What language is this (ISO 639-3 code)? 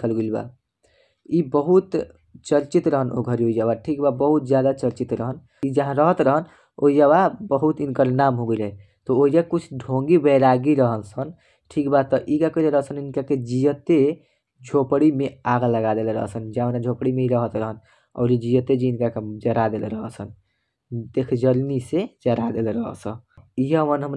bho